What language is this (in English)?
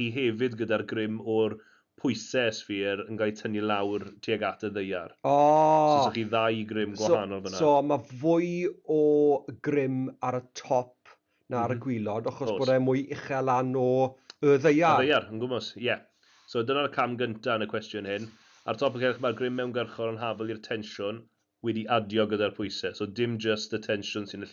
Welsh